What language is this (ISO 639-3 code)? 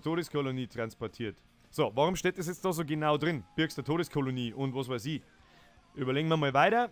bar